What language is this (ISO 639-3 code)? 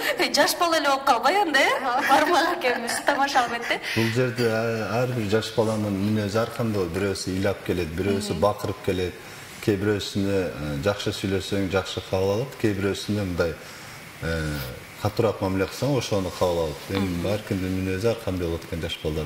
kir